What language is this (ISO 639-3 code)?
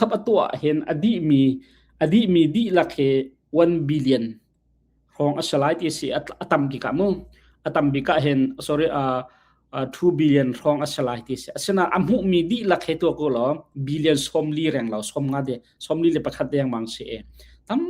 cnh